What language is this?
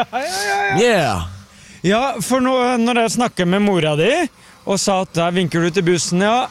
Norwegian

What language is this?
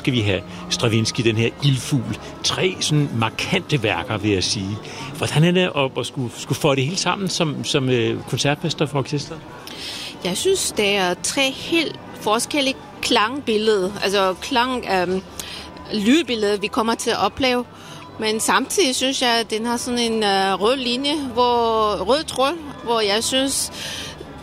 Danish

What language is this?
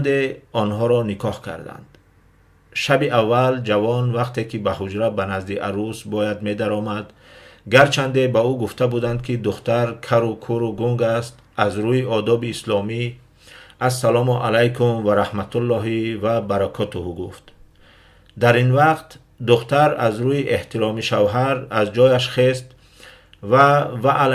Tajik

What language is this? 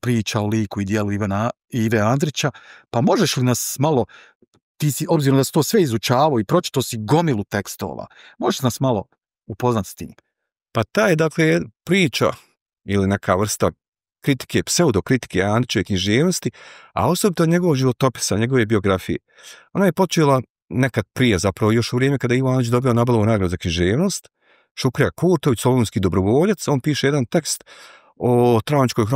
Bosnian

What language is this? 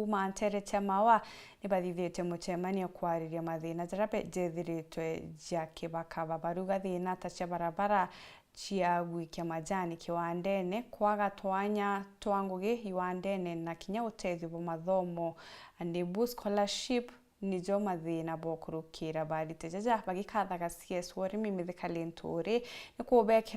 Meru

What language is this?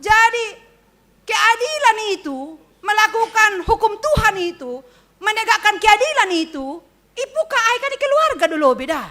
Batak Simalungun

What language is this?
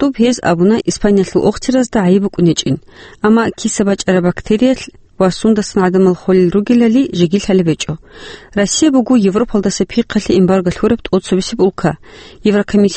Avaric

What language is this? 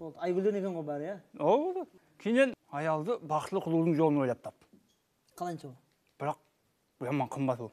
Kara-Kalpak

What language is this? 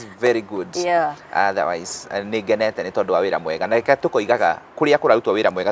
Kikuyu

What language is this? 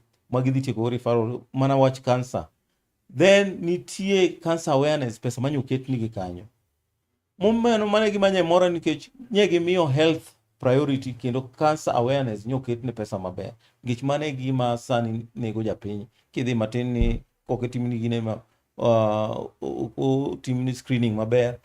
Luo (Kenya and Tanzania)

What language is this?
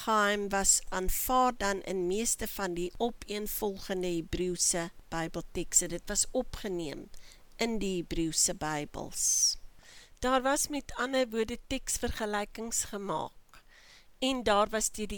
Afrikaans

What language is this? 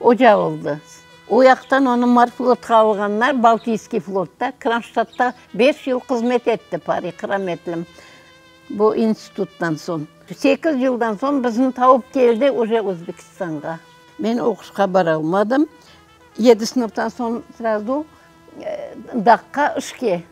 Crimean Tatar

